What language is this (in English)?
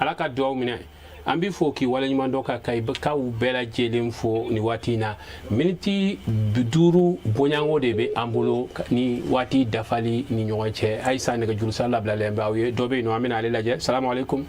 Bambara